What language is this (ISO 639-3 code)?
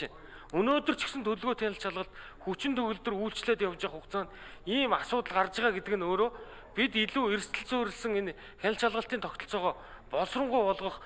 mon